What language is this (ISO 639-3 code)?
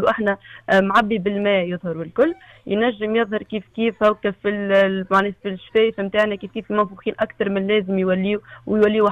aeb